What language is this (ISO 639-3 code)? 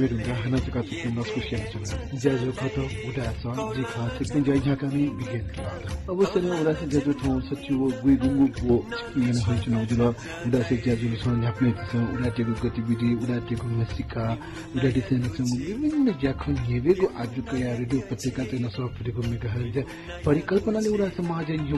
new